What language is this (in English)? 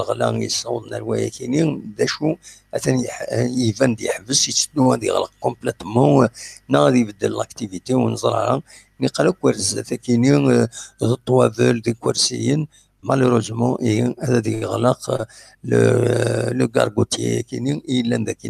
Kabyle